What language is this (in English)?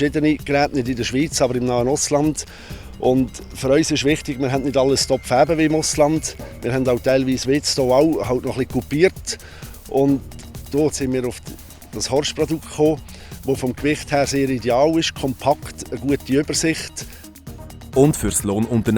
Swiss German